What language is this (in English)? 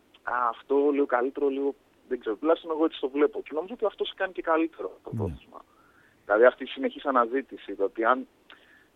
Greek